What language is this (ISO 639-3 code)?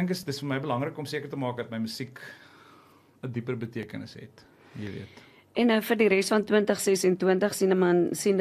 afr